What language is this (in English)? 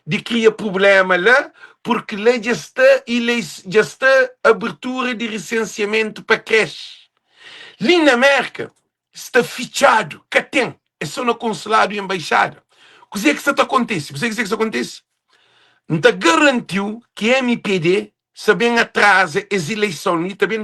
Kabuverdianu